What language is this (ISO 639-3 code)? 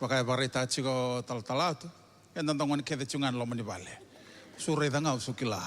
fij